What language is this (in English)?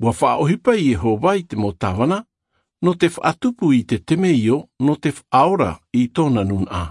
Tahitian